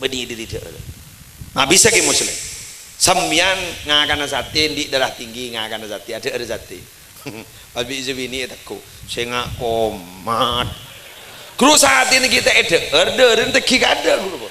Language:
Madurese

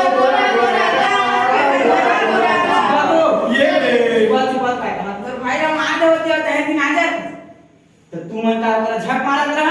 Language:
Chhattisgarhi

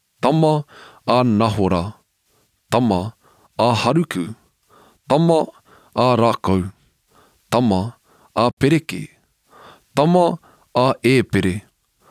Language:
Māori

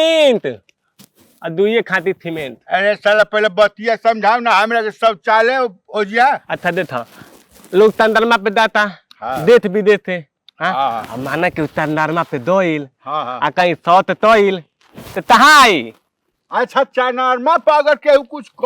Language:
Bhojpuri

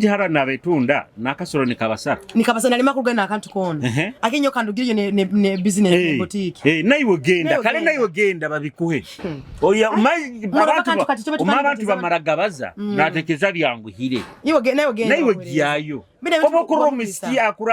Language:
Nyoro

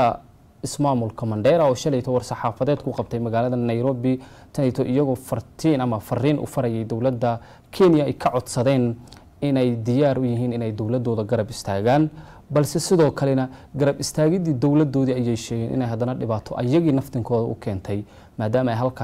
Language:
Somali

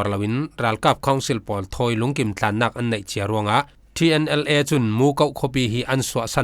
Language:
Falam Chin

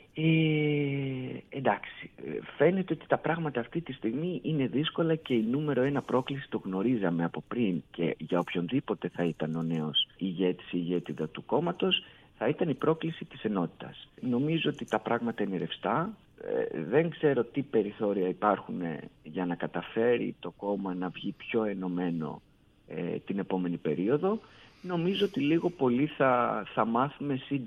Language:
Greek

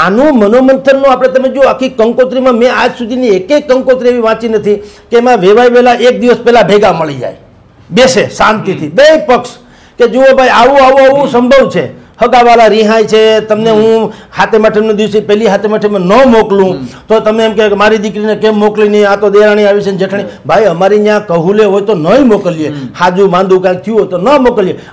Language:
Gujarati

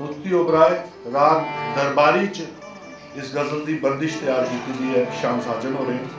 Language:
Dogri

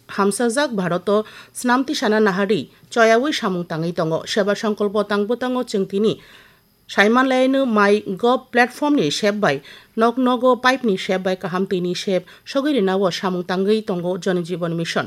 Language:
Kok Borok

